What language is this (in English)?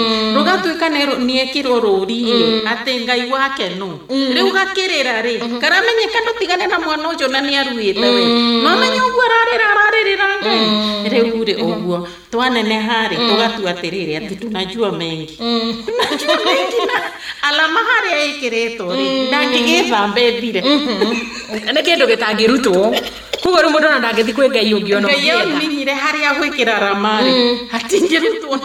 Kikuyu